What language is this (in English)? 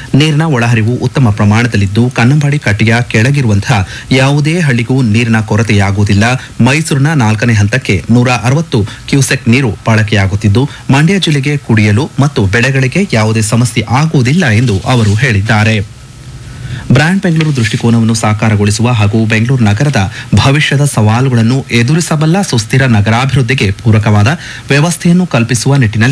Kannada